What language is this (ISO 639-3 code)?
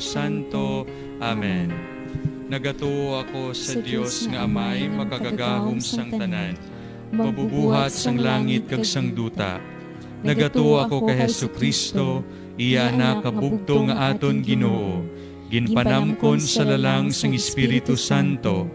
hil